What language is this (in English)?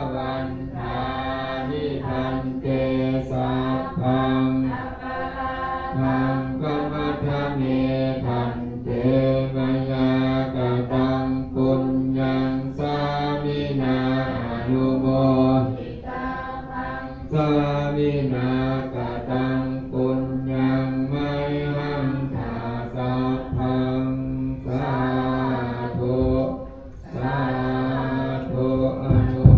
Pali